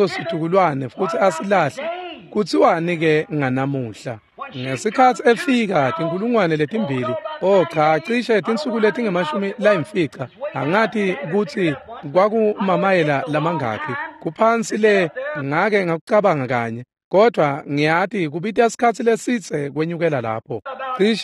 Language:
Swati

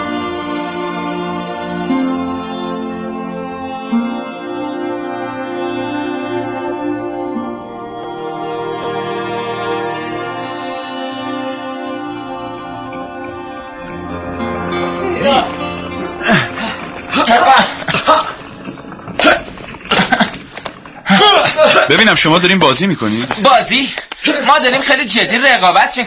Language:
Persian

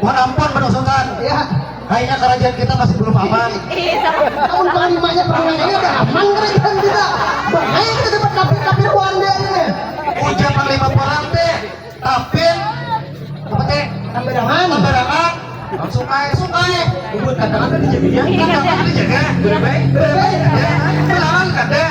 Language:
Banjar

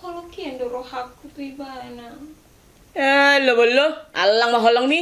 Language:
Batak Toba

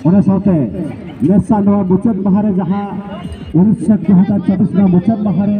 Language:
Santali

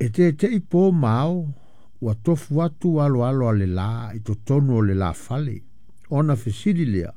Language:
Samoan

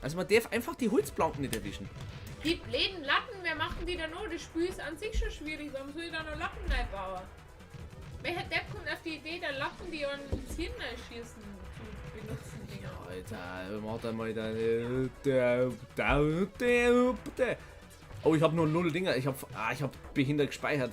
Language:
Bavarian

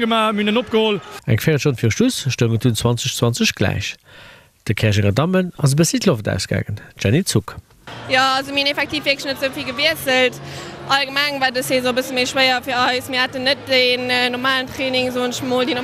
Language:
Luxembourgish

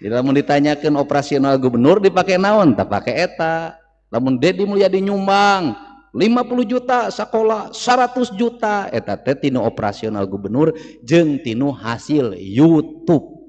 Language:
Sundanese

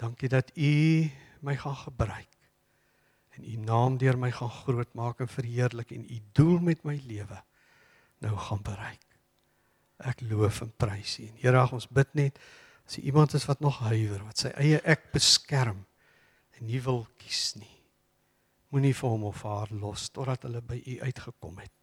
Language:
Afrikaans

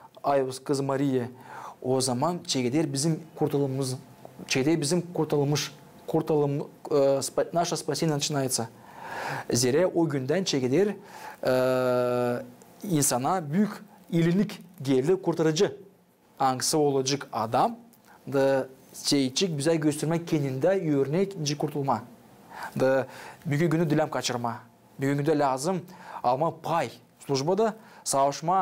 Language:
Gagauz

